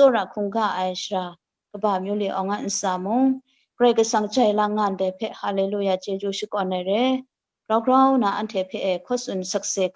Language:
Kachin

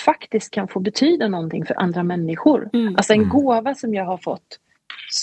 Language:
Swedish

